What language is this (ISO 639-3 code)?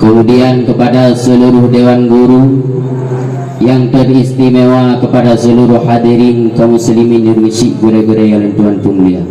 ace